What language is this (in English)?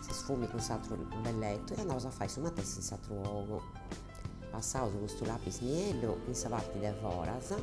Sardinian